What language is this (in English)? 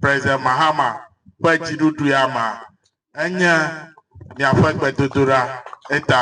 Ewe